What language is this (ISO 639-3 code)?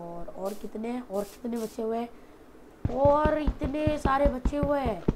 hin